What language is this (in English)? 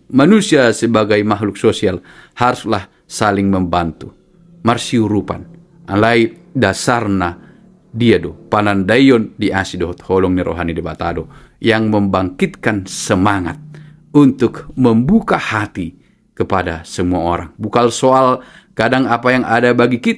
Batak Toba